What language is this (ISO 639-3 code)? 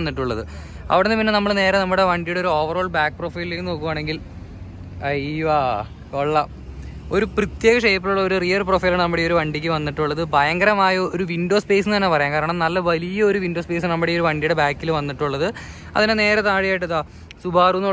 mal